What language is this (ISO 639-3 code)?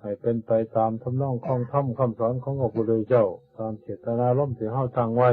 tts